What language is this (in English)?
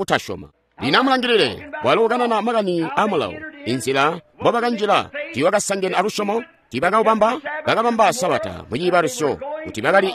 Tonga (Zambia)